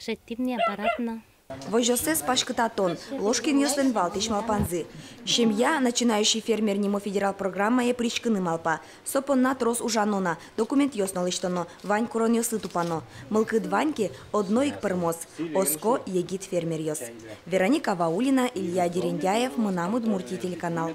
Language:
Udmurt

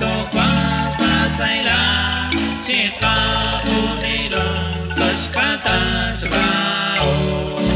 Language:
Kekchí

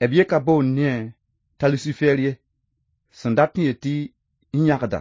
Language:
Mossi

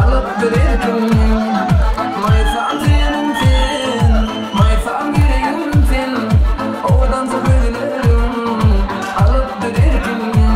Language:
Turkmen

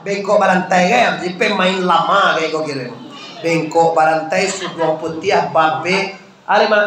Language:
Minangkabau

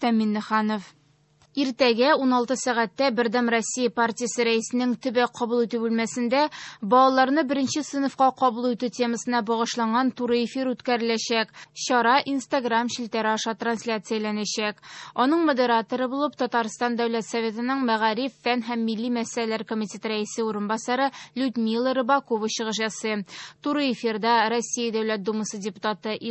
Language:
Tatar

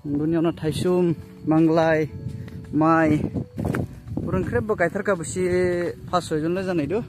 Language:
Dimasa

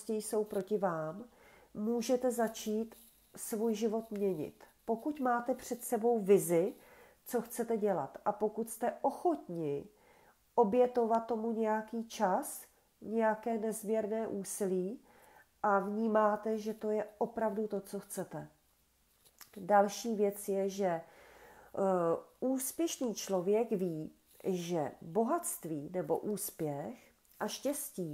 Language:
Czech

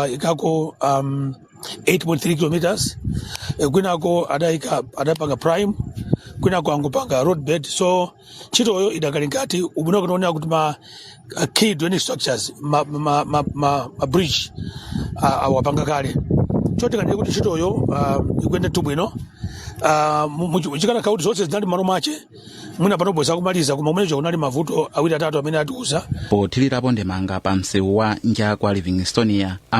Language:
Nyanja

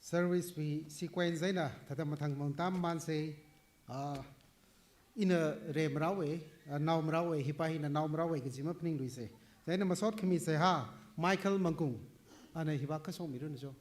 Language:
Tangkhul Naga (India)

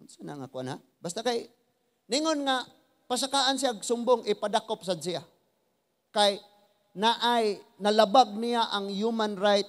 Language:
Cebuano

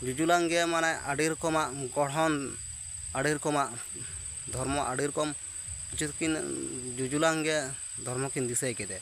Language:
Santali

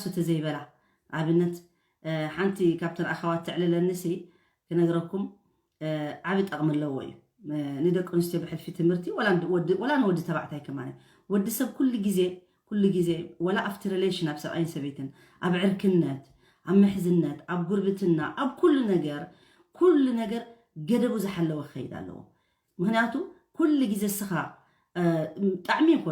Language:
Tigrinya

